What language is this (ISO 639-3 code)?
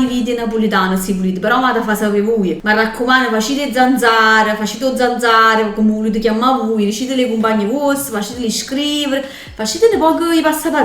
nap